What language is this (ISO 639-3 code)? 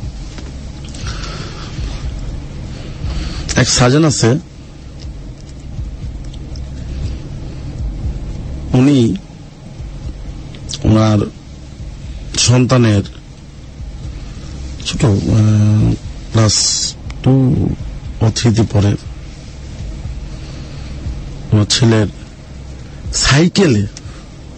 ben